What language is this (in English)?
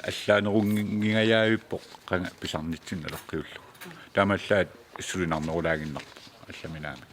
Kalaallisut